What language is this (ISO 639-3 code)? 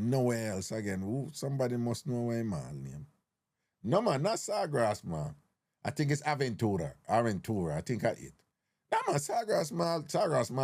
jam